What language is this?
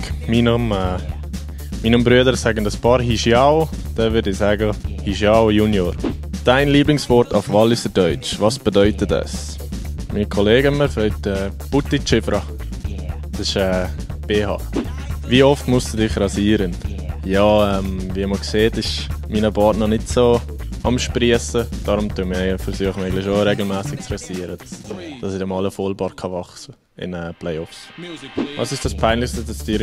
Swiss German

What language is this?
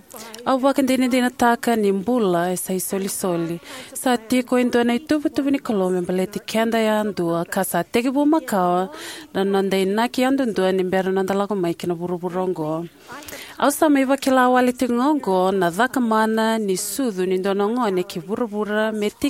Fijian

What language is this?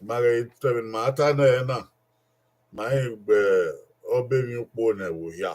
Bini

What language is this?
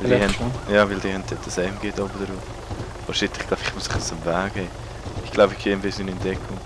Swiss German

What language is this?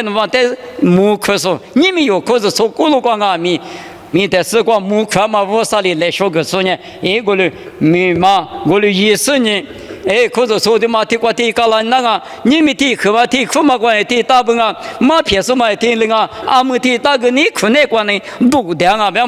Lisu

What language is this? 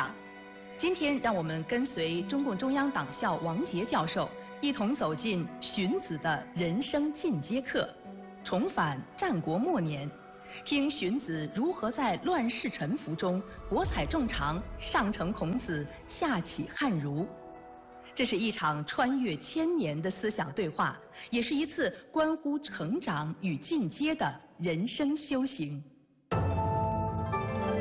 Chinese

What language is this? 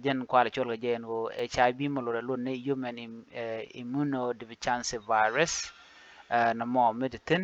Nuer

